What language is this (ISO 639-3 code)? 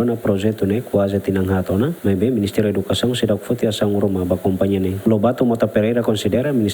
tet